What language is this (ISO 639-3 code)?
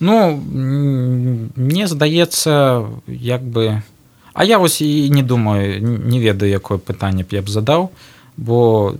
bel